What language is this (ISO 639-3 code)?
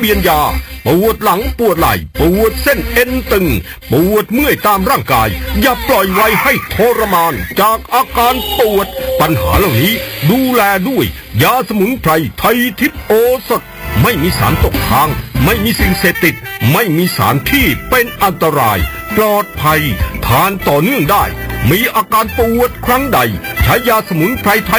tha